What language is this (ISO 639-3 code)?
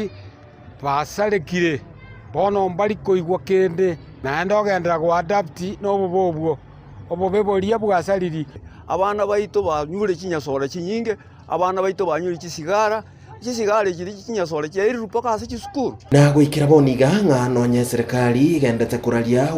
guz